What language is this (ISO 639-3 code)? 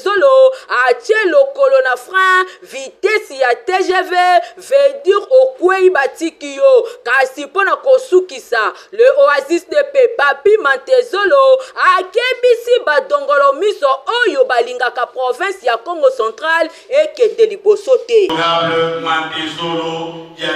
lin